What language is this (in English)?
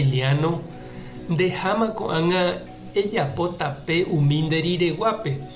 Guarani